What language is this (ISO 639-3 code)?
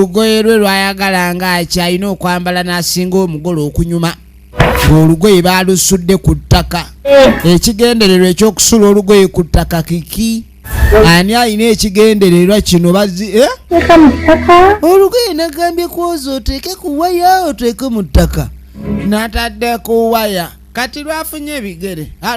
lug